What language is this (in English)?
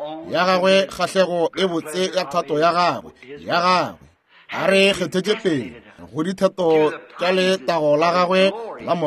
Northern Sotho